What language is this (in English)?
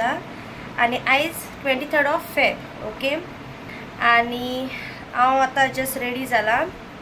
Konkani